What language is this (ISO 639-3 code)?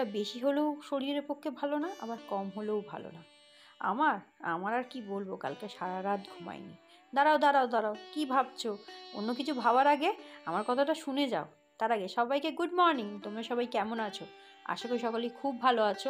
ben